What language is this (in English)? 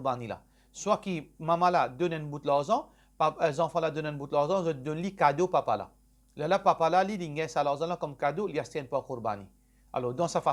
Morisyen